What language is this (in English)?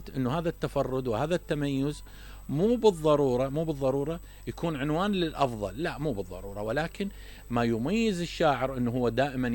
Mesopotamian Arabic